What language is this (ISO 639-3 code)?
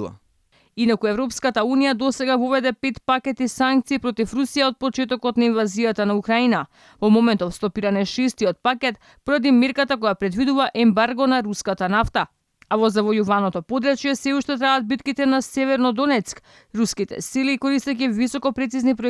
mkd